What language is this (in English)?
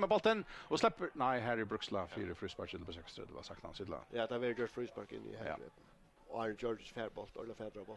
Faroese